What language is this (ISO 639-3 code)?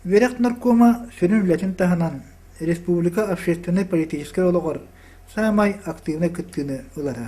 sah